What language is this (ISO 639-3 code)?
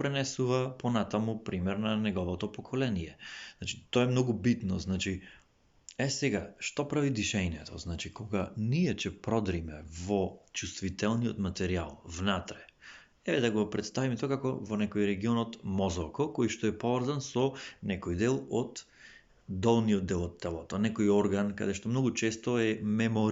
mkd